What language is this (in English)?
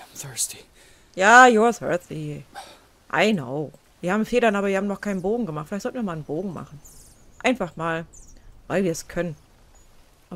German